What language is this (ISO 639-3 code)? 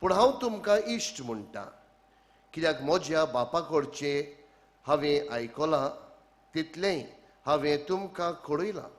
kok